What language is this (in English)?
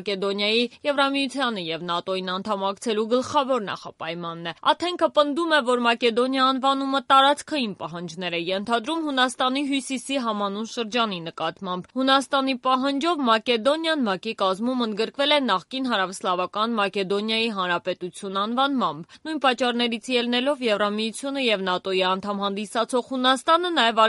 Armenian